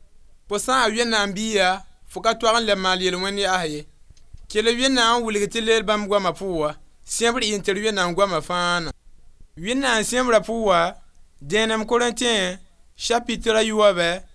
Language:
Mossi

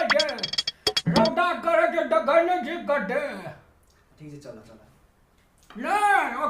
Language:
Maithili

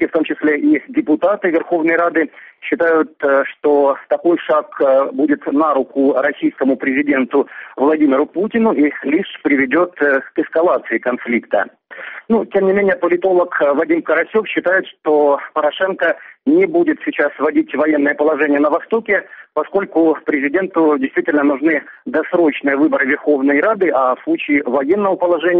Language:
Russian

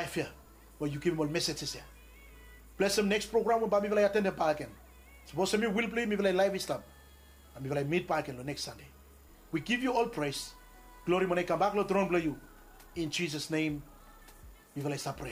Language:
Bislama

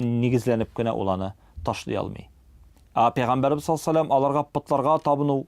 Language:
Tatar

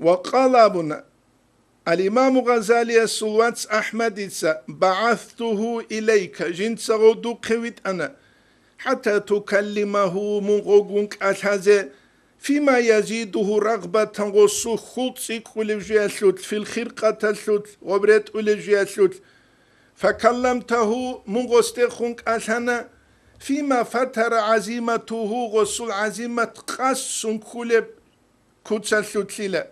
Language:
Avaric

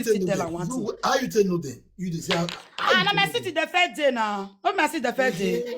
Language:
Nigerian Pidgin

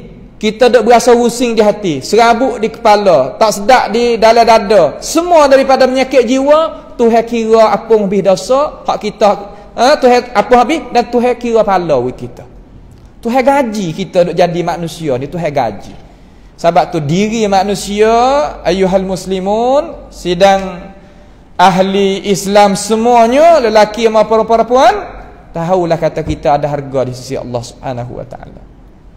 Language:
Malay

